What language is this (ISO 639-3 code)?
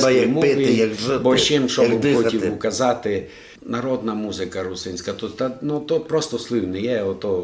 rue